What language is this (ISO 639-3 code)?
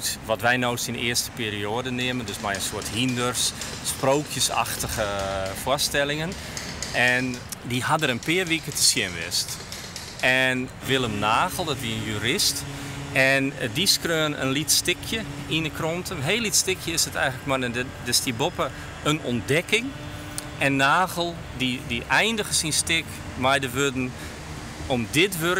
fry